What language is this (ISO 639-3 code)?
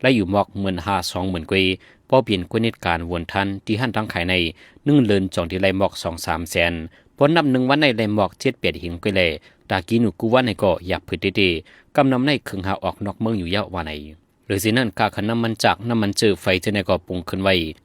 shn